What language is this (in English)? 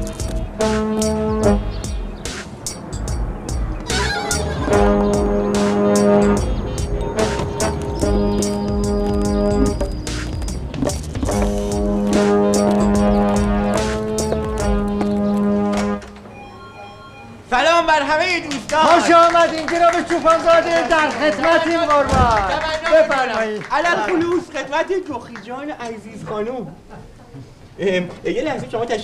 Persian